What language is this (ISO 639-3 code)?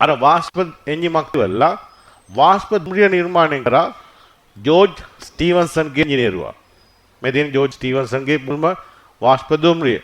sin